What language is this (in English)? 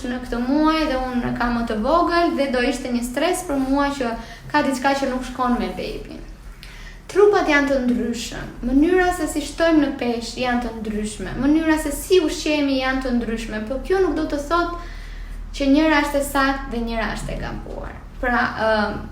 Albanian